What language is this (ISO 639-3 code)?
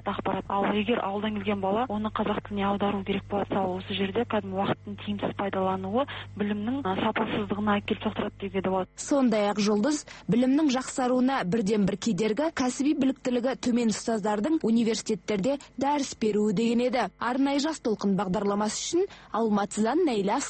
kaz